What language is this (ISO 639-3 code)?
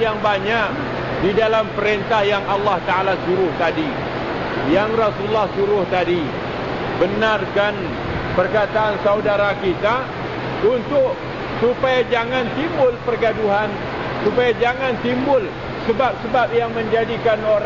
msa